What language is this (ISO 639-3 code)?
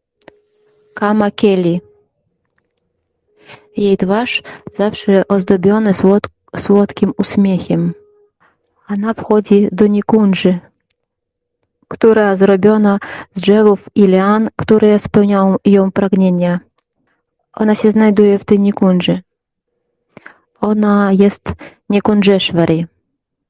pol